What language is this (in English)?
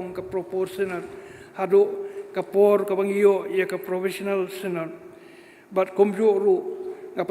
Khasi